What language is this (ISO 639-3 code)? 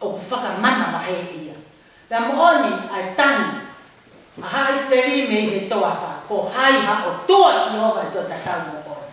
ton